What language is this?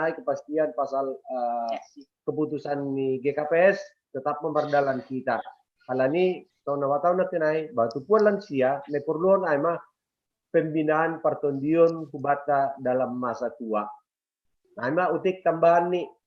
Batak Simalungun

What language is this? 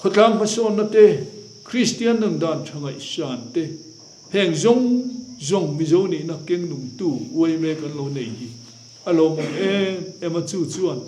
Mizo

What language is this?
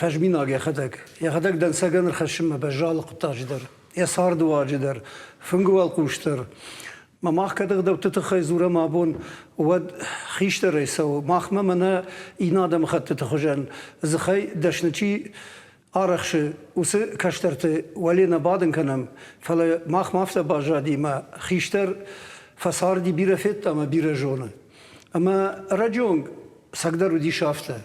Ossetic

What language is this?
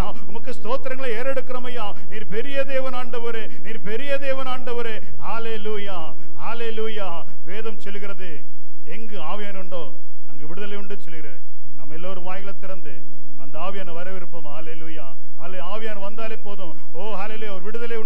Tamil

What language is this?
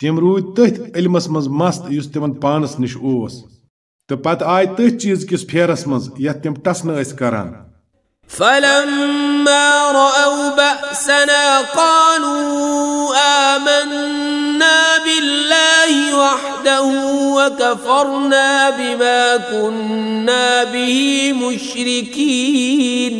Kashmiri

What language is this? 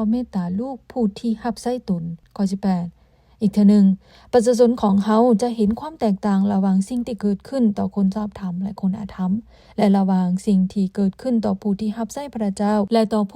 Lao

